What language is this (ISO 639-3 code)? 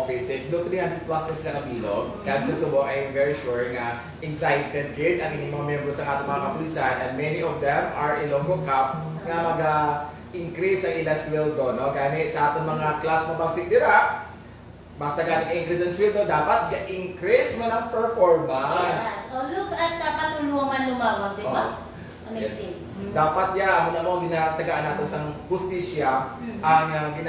hil